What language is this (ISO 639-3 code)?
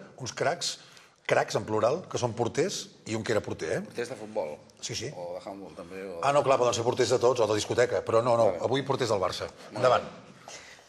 cat